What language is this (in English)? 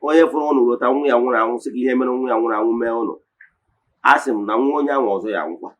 Igbo